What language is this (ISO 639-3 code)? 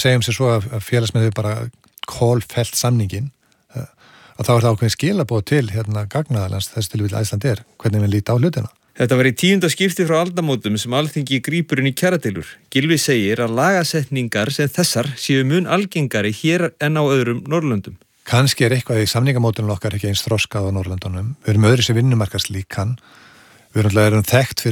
isl